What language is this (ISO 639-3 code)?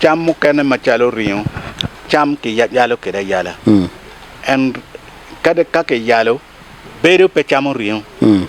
ach